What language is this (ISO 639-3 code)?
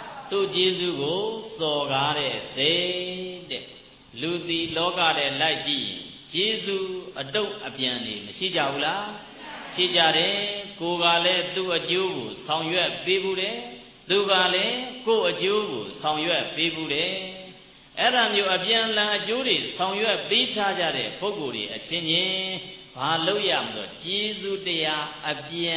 mya